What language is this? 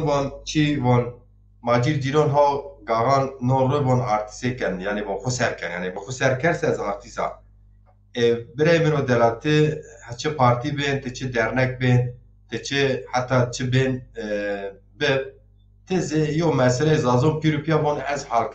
Zaza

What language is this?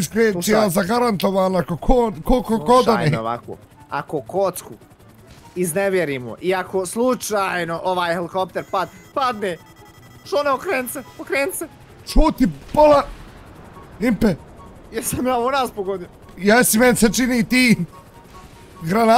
Bosnian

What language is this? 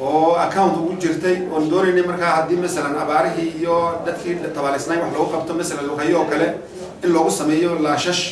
Somali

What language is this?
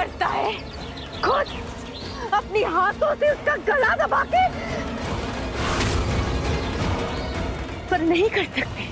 Hindi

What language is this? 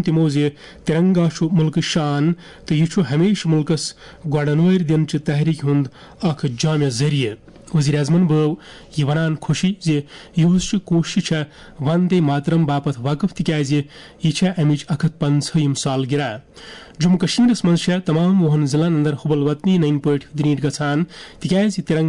Kashmiri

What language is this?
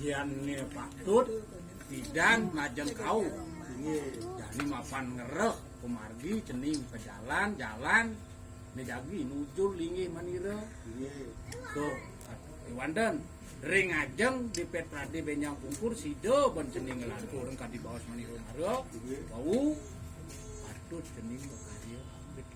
Balinese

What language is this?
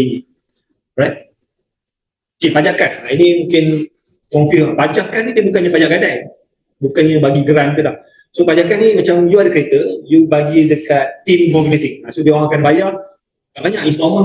Malay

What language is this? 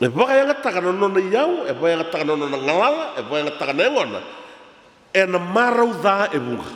Fijian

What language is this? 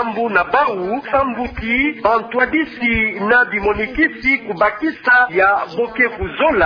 Kituba (Democratic Republic of Congo)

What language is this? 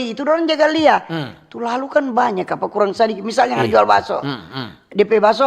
Manado Malay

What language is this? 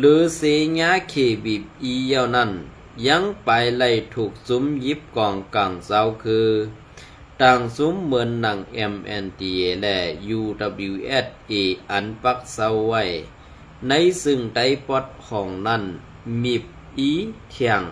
Shan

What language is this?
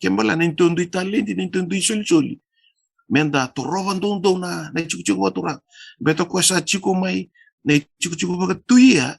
Fijian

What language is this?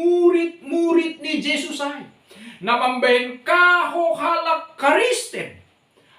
Batak Simalungun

